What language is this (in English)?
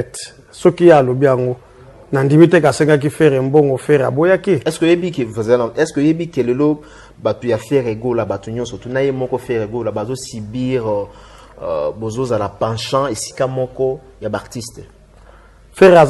Lingala